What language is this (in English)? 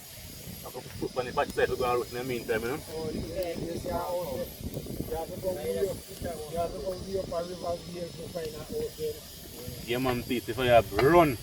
Jamaican Creole English